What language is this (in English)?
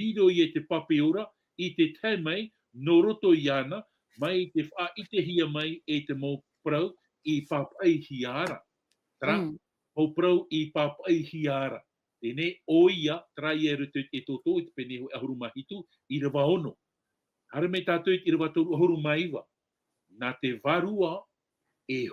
Tahitian